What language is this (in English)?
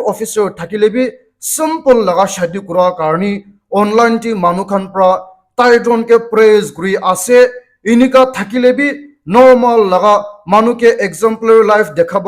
Naga Pidgin